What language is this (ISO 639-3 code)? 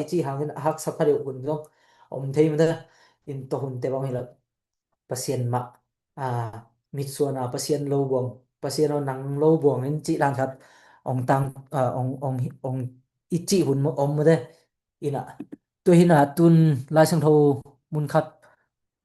ctd